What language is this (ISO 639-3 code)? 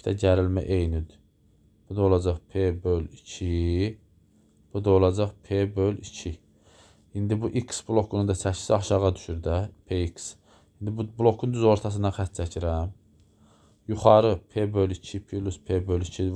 aze